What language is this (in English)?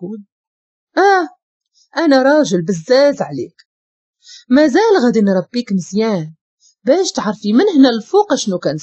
Moroccan Arabic